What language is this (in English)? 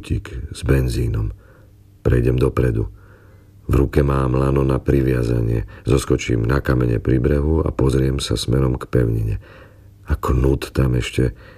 Slovak